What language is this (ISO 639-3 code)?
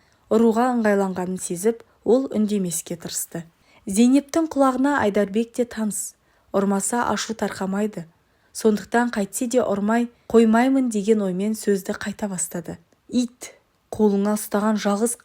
kaz